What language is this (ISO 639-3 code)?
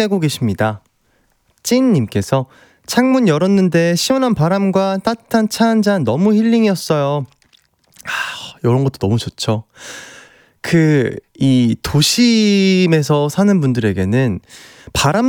kor